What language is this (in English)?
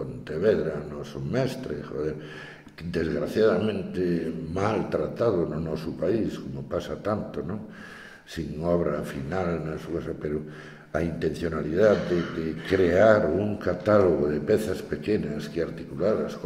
Galician